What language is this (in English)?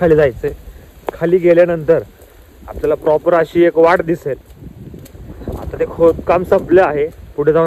Marathi